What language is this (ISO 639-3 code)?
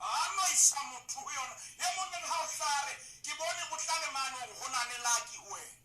sot